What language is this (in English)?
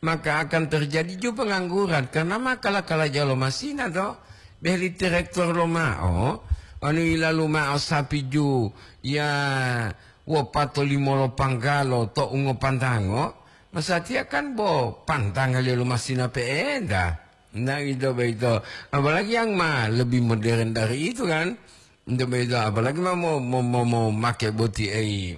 Gorontalo